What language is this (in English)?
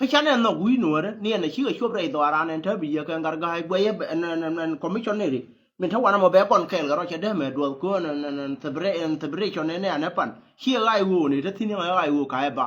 Nuer